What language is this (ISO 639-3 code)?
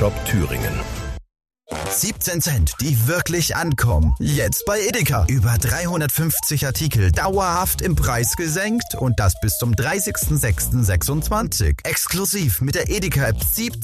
deu